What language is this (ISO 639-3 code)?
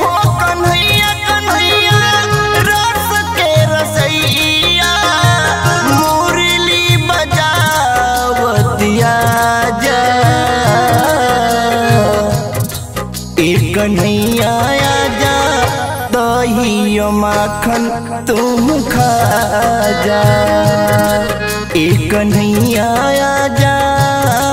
bho